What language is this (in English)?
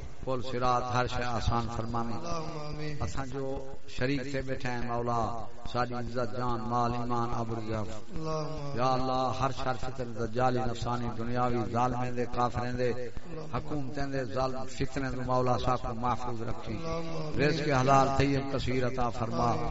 Saraiki